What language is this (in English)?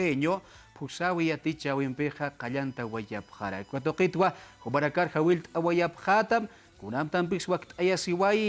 Aymara